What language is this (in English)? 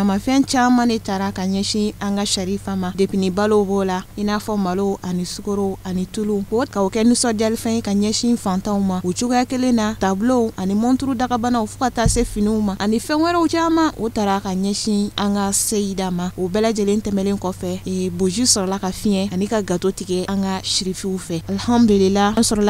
Bambara